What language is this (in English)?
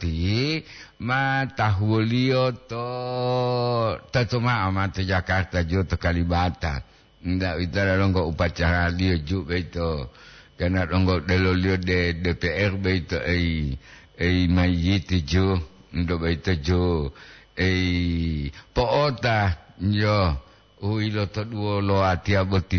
Gorontalo